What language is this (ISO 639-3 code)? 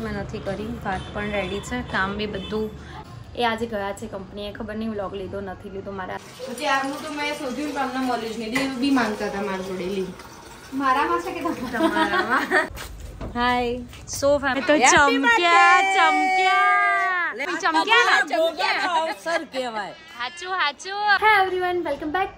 guj